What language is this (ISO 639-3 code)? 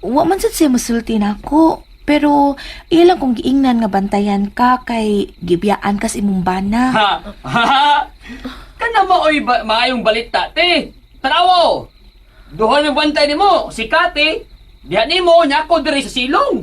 ceb